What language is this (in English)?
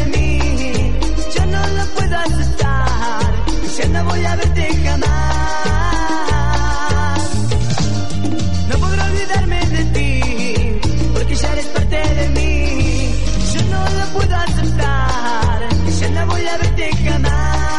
Spanish